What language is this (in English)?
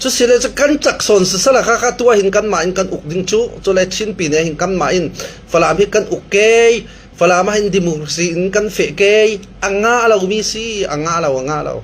Hakha Chin